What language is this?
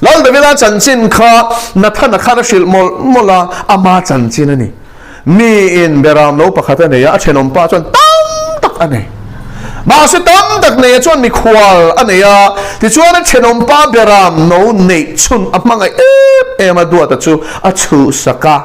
Mizo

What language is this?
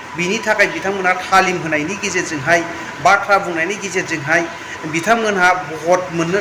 Bodo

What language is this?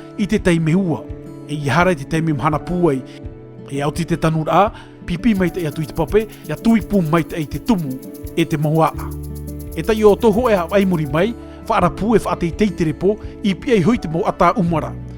Tahitian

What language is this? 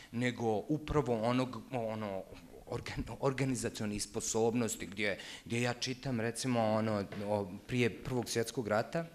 Bosnian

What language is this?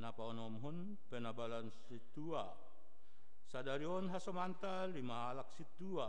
Batak Simalungun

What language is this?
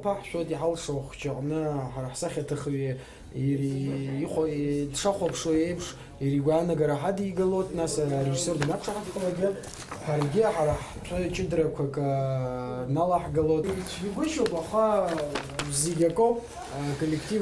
Abkhazian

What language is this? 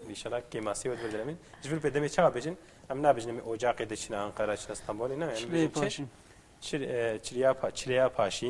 Kurdish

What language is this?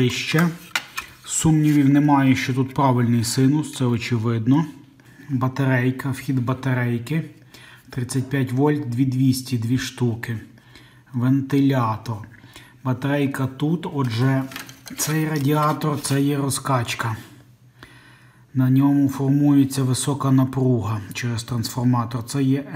Ukrainian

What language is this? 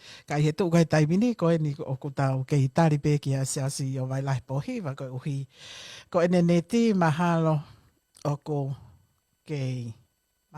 Tongan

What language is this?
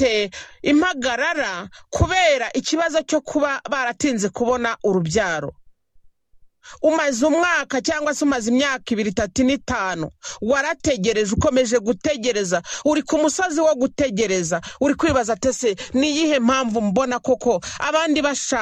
Kinyarwanda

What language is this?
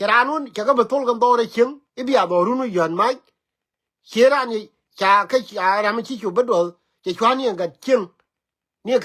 Nuer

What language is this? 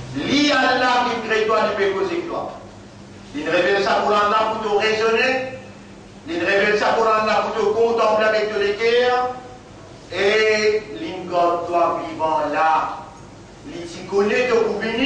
Morisyen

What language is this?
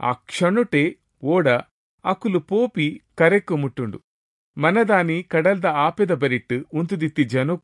Tulu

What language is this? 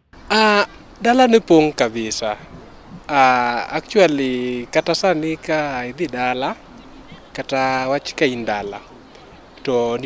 Luo (Kenya and Tanzania)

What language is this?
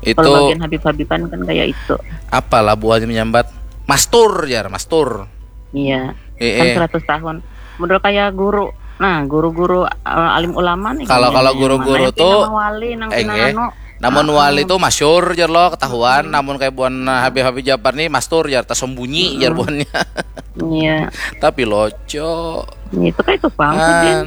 Banjar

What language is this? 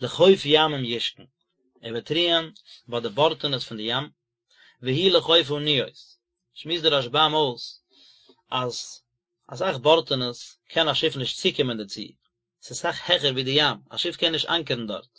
Yiddish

